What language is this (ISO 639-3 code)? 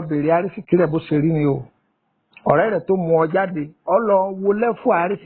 yor